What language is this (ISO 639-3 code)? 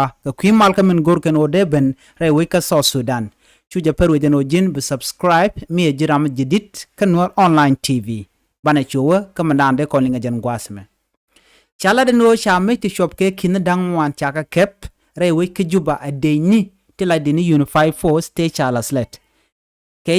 nus